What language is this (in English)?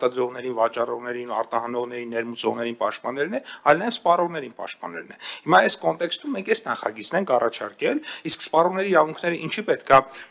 Armenian